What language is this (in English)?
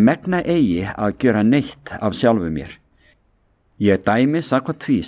Icelandic